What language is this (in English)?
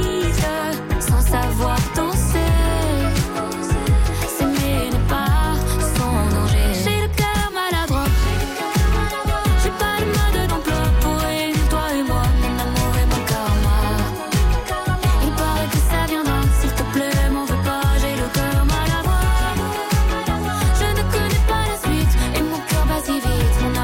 French